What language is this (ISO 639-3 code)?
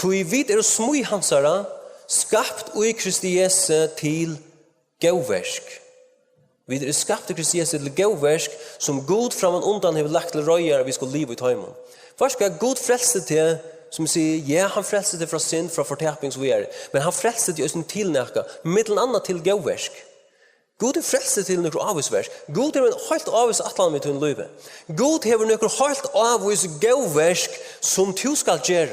fao